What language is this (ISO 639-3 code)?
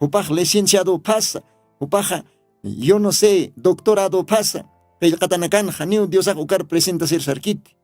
aym